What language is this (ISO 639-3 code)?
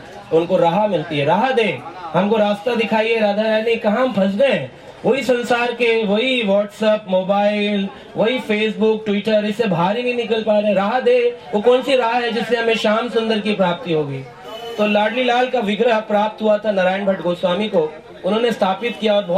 hin